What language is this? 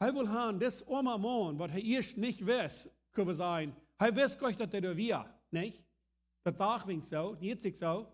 Plautdietsch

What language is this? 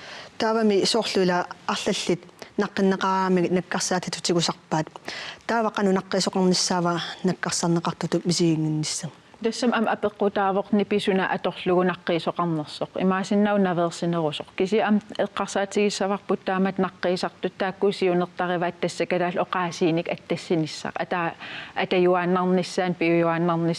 Kalaallisut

